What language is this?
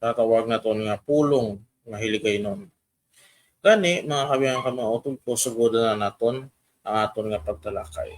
Hiligaynon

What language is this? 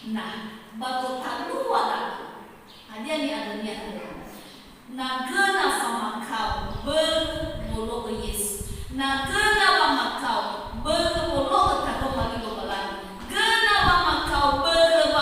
Nias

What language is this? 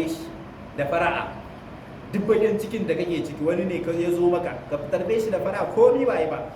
Hausa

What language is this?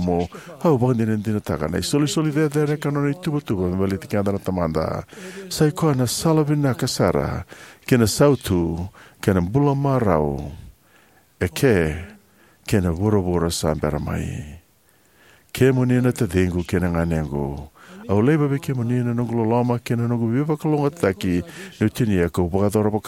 Fijian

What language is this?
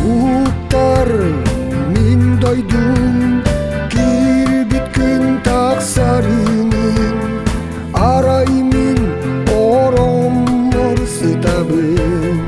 Yakut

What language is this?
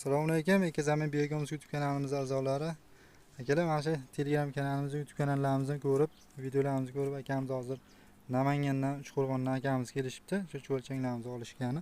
Uzbek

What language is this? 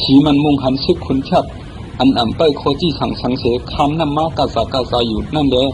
Shan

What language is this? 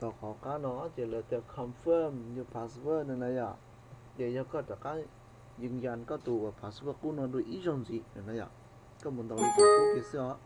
Hmong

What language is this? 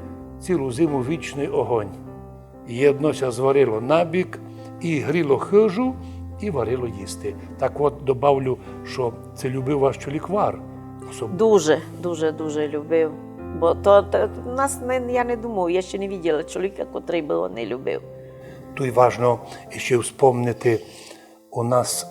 Rusyn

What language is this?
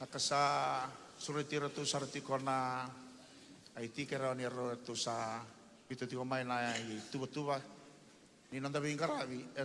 Fijian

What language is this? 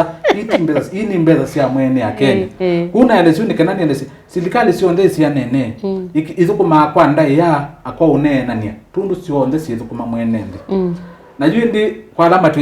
Kamba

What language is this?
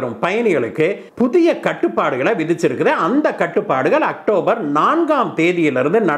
Tamil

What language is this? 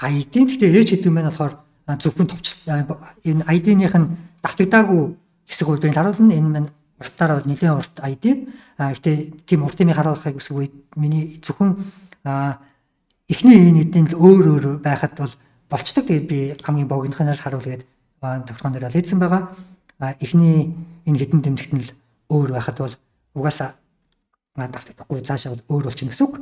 Mongolian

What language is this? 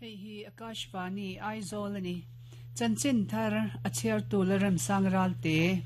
Mizo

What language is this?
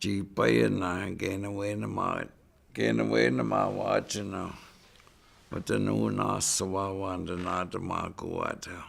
Chippewa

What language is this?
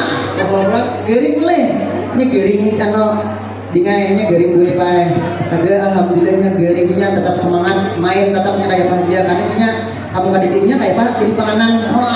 Banjar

